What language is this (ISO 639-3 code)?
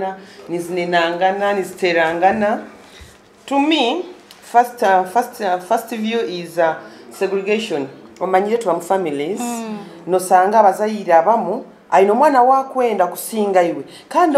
nyo